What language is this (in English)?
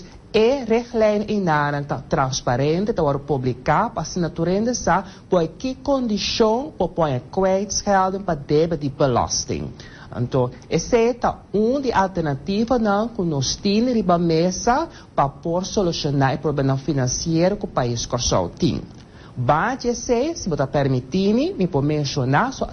Papiamento